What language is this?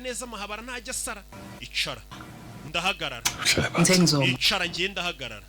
Kinyarwanda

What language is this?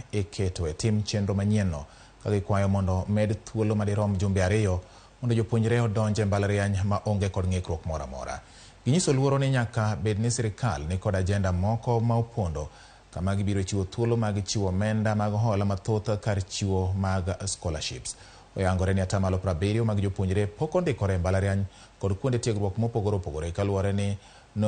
Luo (Kenya and Tanzania)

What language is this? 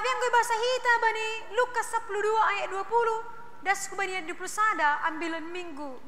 Batak Simalungun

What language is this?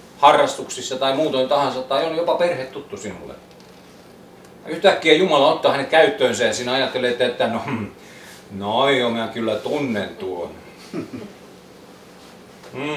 Finnish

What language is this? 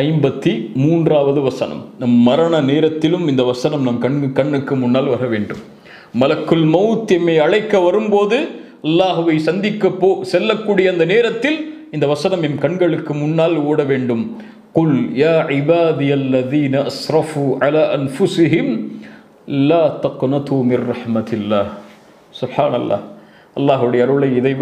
Tamil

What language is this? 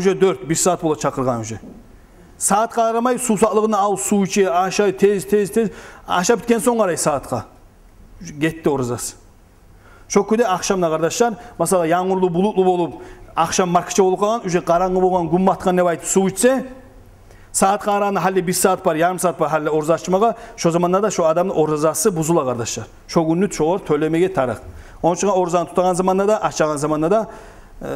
Kumyk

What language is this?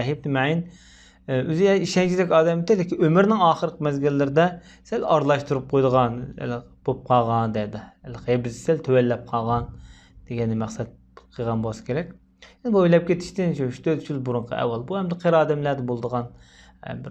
Uyghur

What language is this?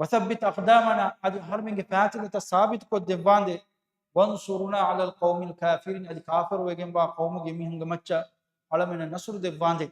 Divehi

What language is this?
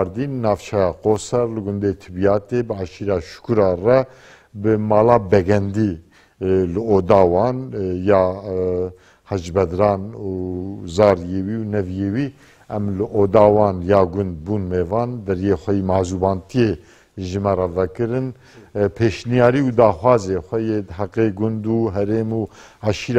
Kurdish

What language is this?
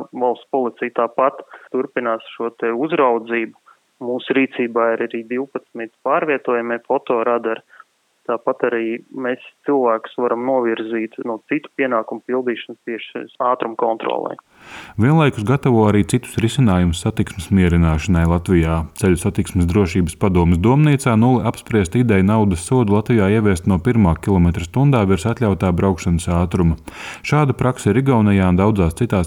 Latvian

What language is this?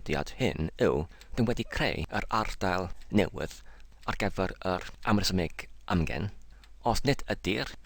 Welsh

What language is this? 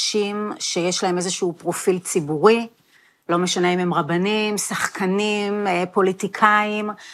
Hebrew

